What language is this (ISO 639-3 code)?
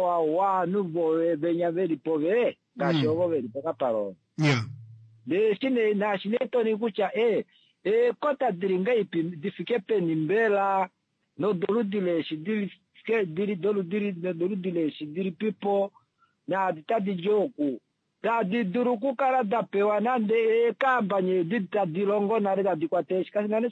kua